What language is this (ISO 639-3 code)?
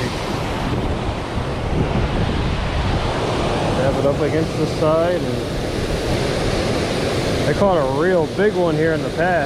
eng